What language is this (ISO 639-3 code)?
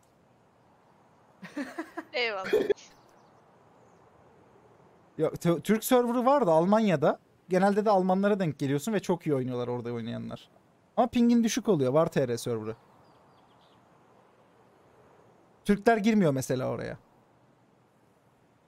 tur